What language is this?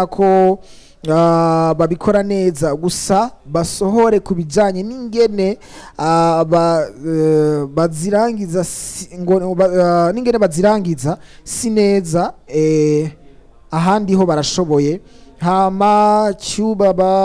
Rundi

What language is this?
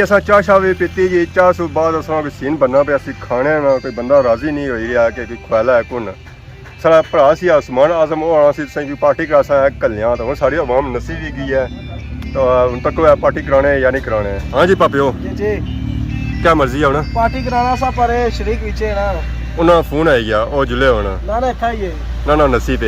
Pahari-Potwari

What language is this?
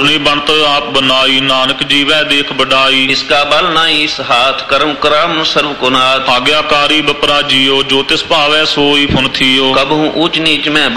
Punjabi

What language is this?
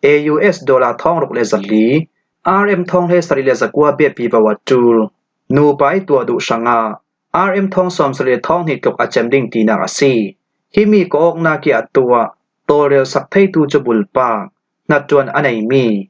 Falam Chin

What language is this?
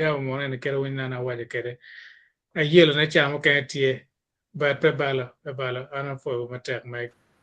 Acoli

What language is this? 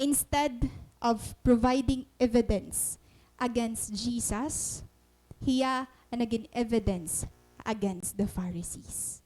Waray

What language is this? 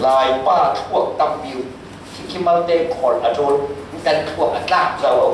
Falam Chin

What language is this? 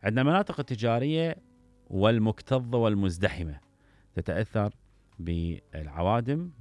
Mesopotamian Arabic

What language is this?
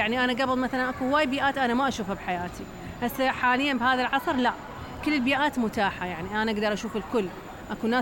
Mesopotamian Arabic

